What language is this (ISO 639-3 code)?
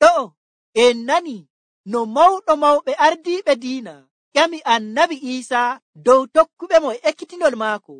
fuv